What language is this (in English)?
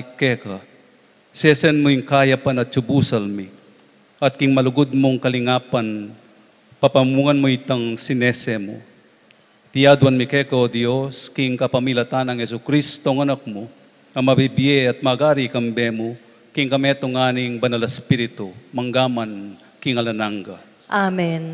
Pampanga